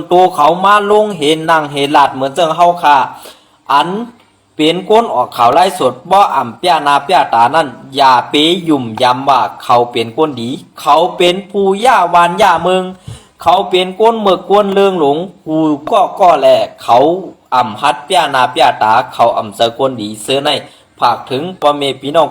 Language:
Shan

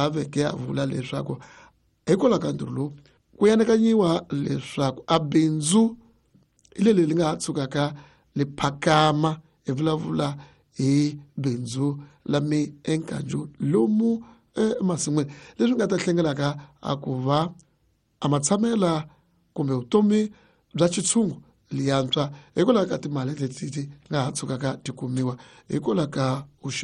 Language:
Tsonga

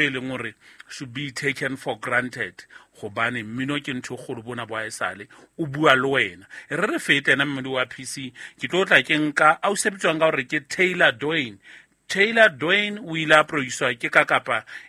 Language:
Southern Sotho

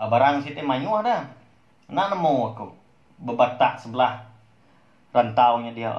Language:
Iban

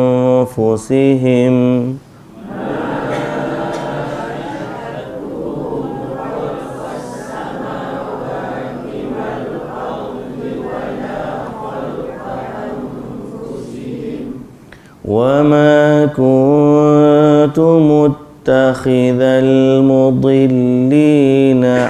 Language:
Malay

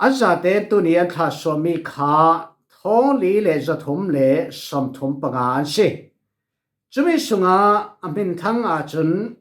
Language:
Falam Chin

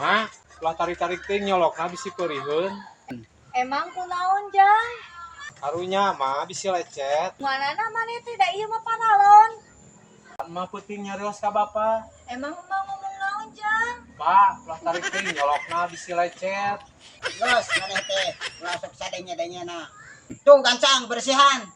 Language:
Sundanese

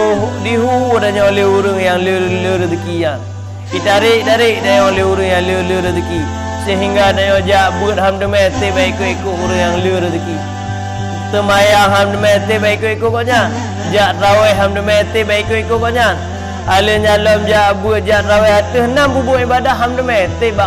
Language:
Achinese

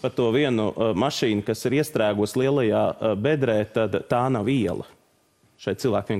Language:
Latvian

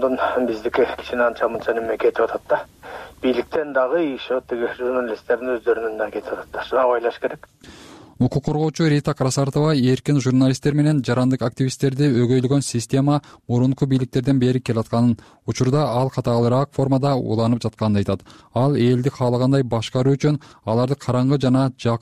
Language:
Kyrgyz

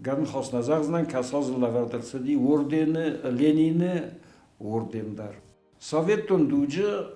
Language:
Ossetic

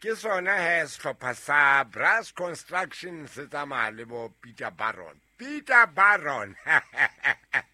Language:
Southern Sotho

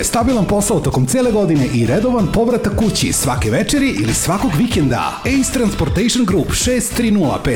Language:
Serbian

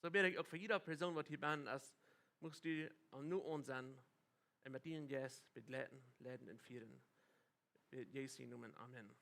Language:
Plautdietsch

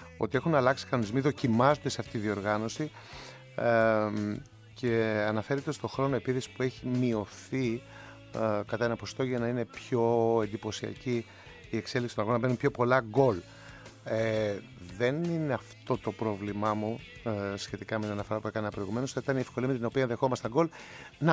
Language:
Greek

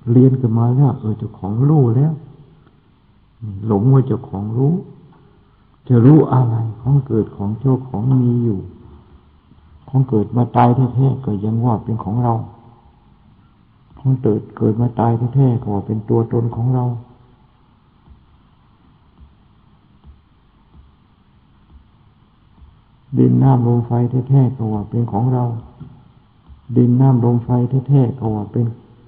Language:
Thai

